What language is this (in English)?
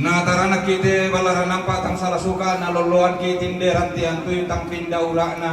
Toraja-Sa'dan